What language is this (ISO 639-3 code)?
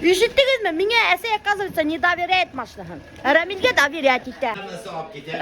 bak